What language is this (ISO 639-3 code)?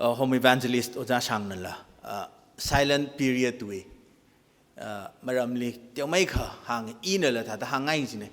nmf